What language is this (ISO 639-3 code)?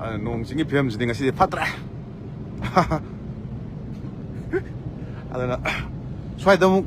mni